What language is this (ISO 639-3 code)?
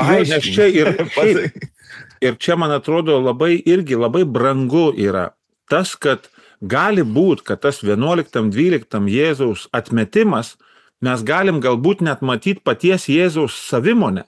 lit